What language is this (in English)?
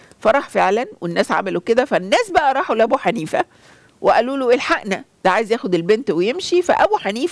Egyptian Arabic